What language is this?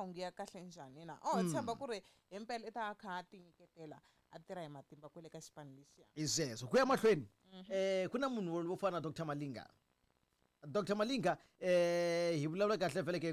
Tsonga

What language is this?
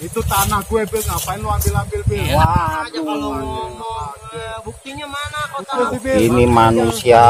Betawi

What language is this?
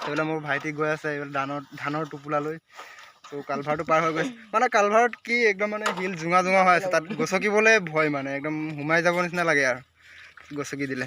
Assamese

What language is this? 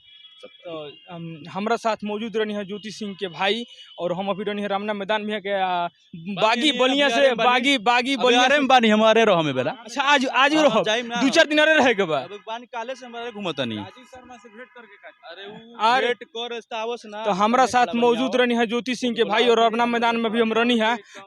Bhojpuri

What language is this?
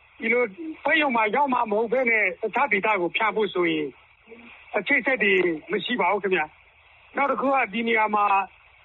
Burmese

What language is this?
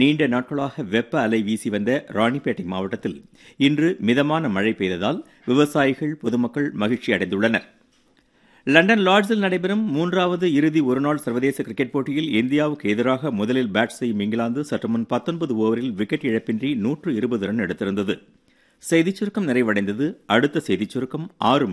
Tamil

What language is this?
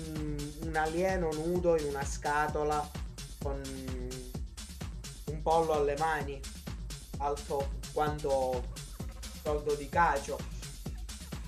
Italian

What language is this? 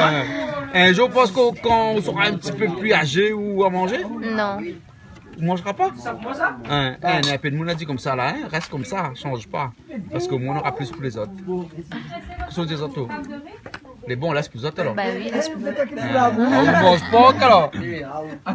Réunion Creole French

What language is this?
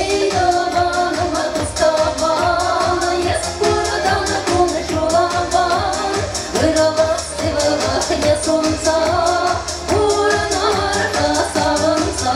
Chuvash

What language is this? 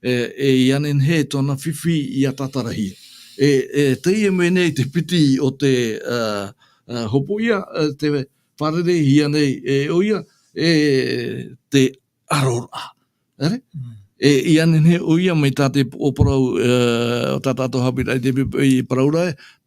Tahitian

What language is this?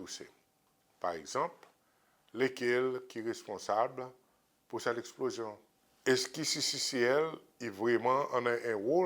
Seselwa Creole French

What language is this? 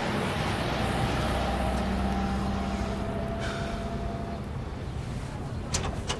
Persian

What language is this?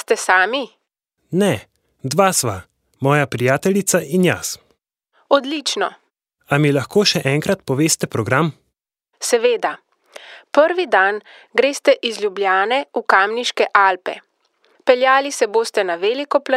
Slovenian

